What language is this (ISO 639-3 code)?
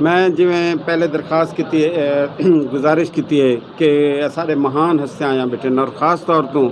skr